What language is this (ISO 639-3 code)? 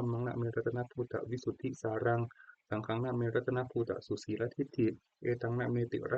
pli